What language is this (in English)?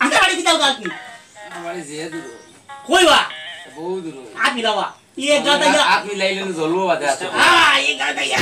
Sylheti